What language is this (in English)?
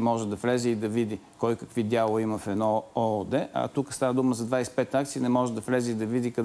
Bulgarian